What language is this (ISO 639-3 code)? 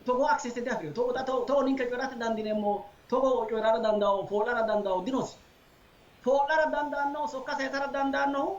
sid